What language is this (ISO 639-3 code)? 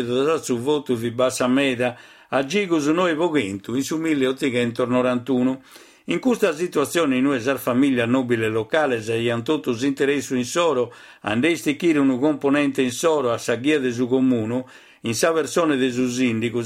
srd